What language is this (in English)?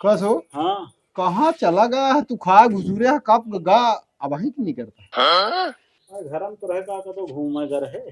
Awadhi